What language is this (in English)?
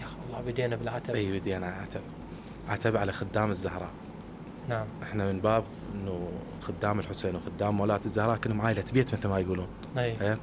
Mesopotamian Arabic